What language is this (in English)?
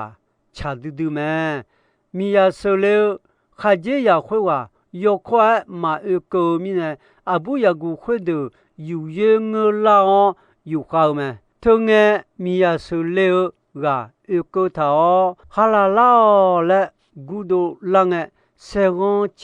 Akha